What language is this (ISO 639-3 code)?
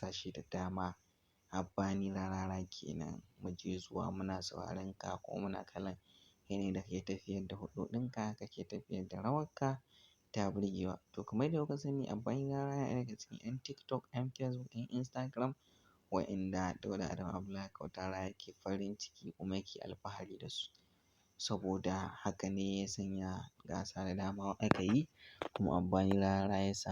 hau